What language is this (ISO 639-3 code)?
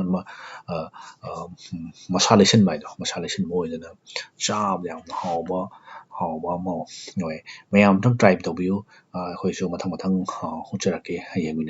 mni